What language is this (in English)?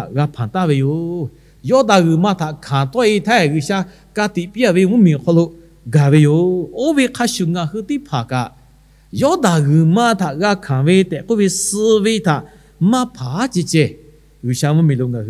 Lahu